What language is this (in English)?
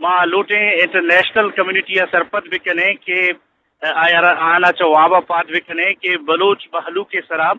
Eastern Balochi